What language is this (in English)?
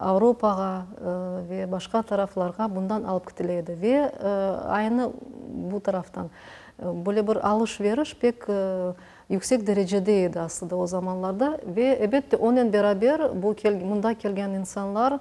Crimean Tatar